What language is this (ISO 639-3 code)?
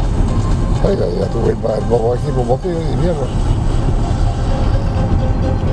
fra